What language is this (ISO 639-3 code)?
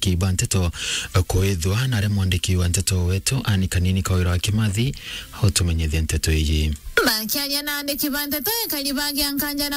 mer